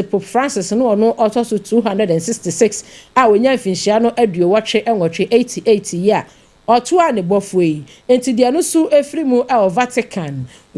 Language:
Akan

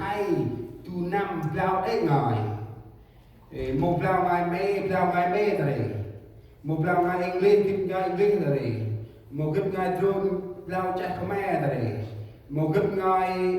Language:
Central Mnong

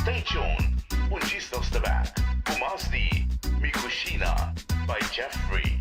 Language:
Papiamento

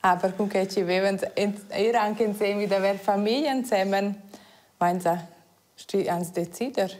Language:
Romansh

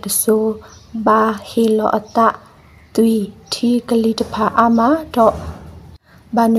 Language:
Burmese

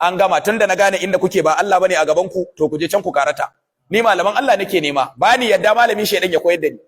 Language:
Hausa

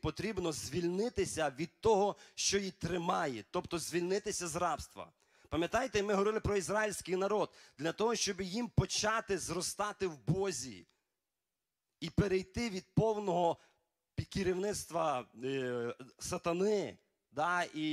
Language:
Ukrainian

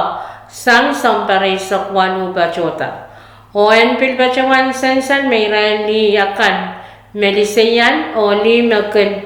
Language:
Pohnpeian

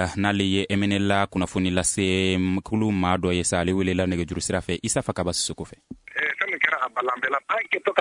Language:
Bambara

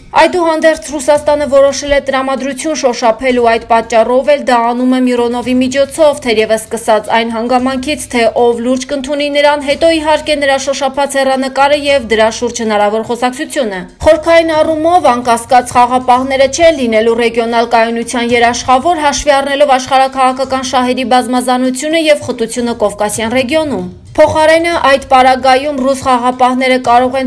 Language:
Armenian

